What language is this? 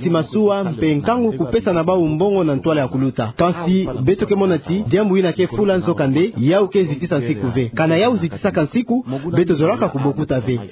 Kituba (Democratic Republic of Congo)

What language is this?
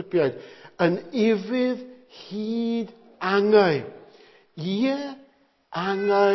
Welsh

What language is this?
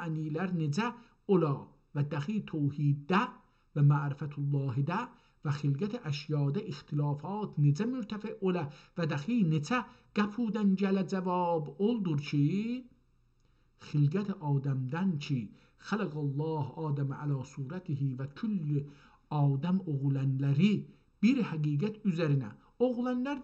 South Azerbaijani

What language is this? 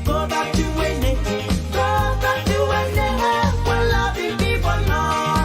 Pohnpeian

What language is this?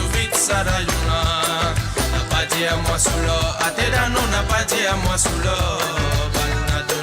Morisyen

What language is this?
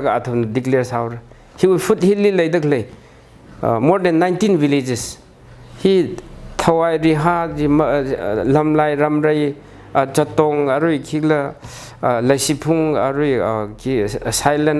Tangkhul Naga (India)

